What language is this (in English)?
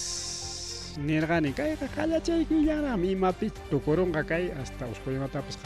Ayacucho Quechua